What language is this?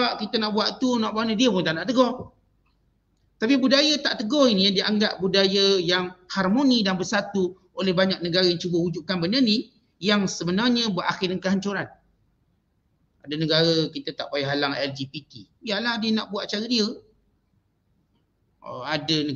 Malay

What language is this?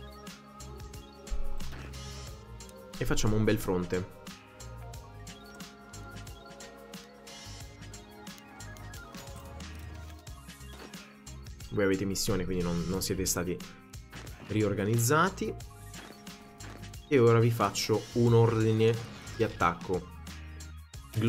Italian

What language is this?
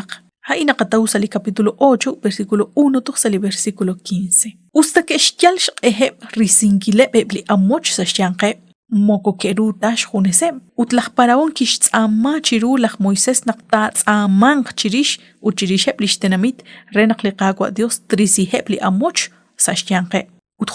Kekchí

